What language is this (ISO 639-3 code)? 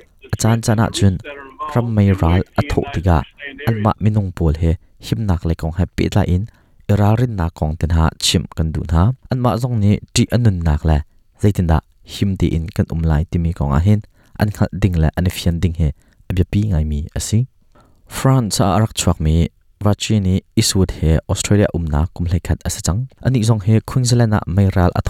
cnh